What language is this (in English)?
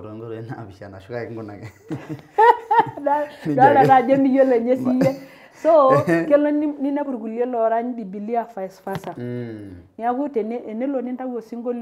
Masai